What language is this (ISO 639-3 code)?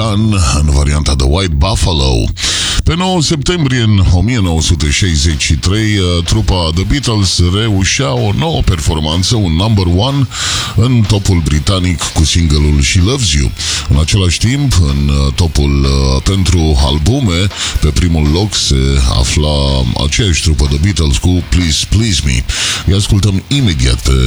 ron